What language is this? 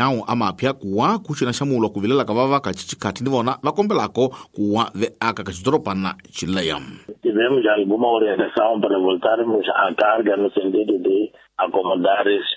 Tsonga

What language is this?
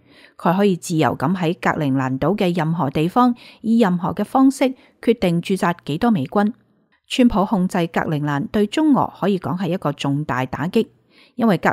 Cantonese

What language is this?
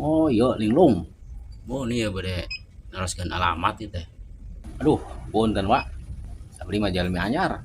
Sundanese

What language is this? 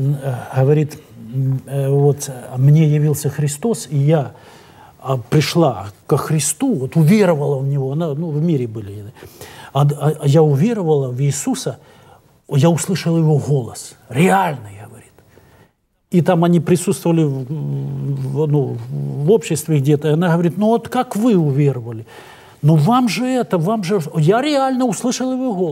Russian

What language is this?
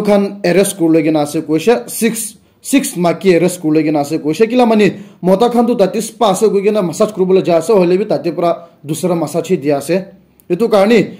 Naga Pidgin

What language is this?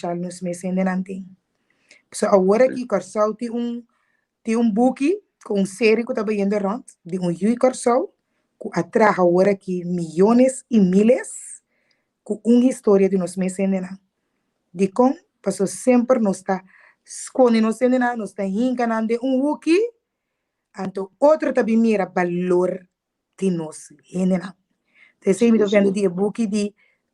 Papiamento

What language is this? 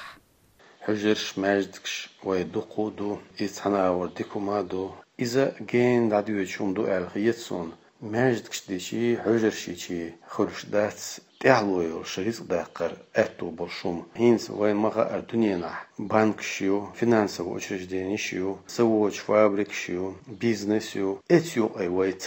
Chechen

